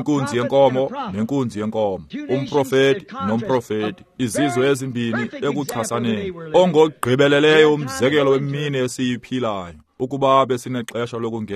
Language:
Xhosa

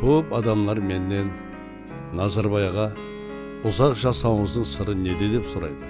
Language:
Kara-Kalpak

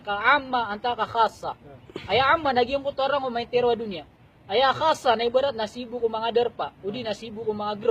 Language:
Maranao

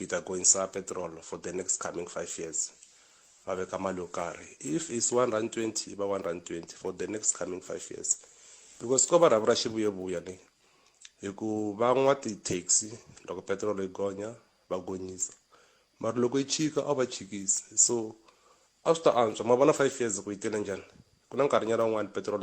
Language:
Tsonga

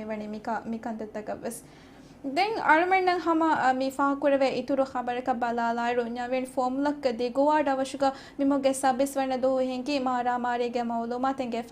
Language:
Divehi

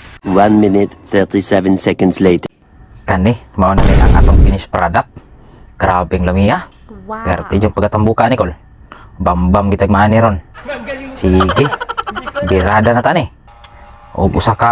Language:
Cebuano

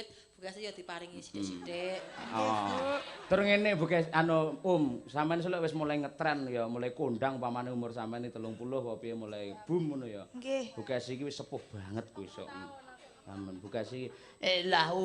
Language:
Javanese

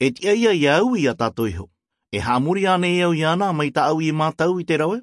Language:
Tahitian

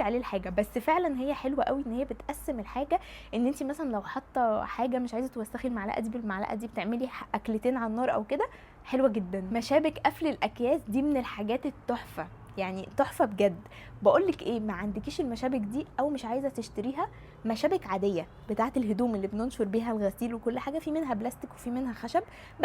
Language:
Egyptian Arabic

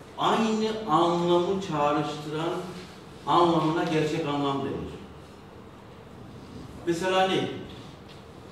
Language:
Turkish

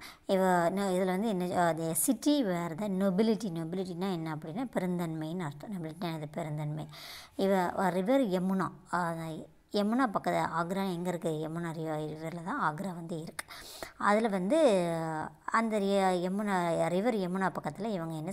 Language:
Tamil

